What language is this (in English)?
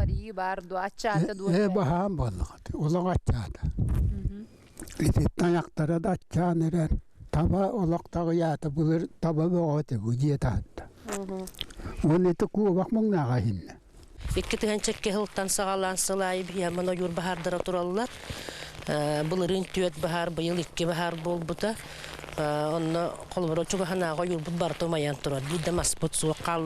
Yakut